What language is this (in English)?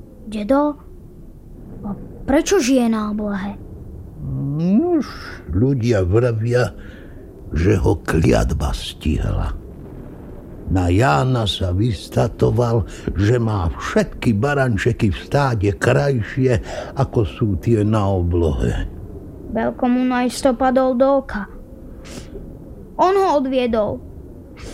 Slovak